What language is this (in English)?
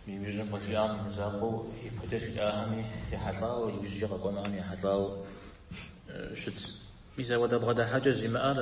Kabardian